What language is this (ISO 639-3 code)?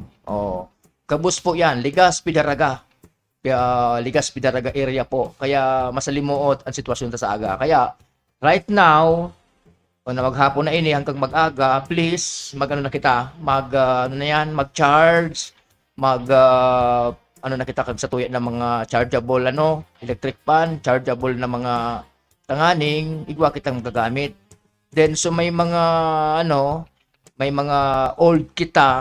bik